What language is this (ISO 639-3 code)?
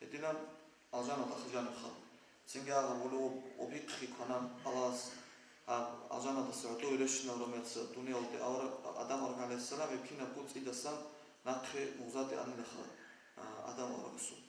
ava